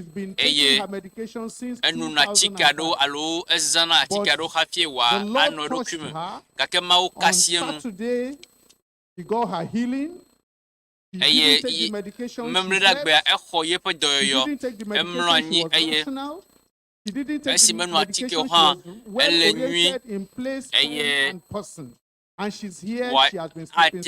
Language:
Ewe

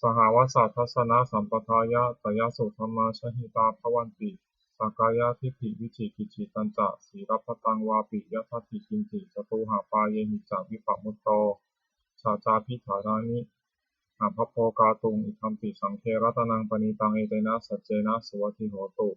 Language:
Pali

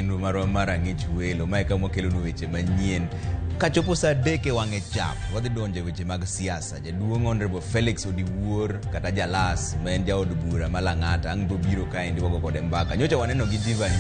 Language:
Luo (Kenya and Tanzania)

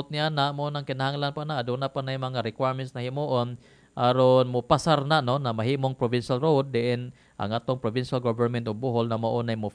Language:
Cebuano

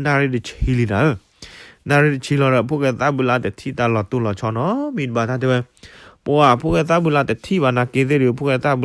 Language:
S'gaw Karen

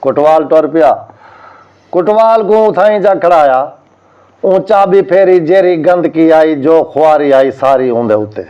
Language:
Saraiki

